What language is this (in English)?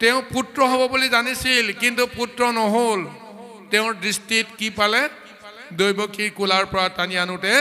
Assamese